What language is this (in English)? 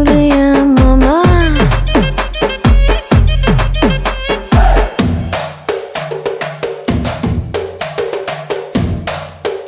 Tamil